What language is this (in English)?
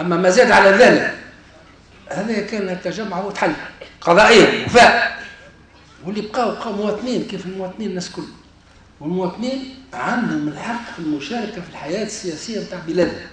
Tunisian Arabic